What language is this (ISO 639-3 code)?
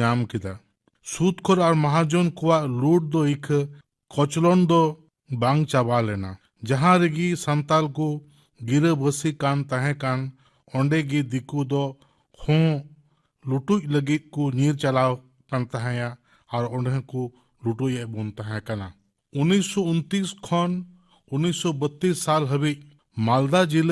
sat